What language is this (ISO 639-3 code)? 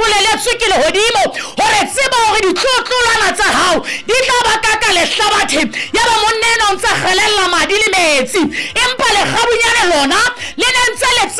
sot